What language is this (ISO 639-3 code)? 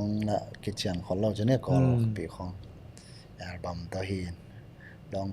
ctd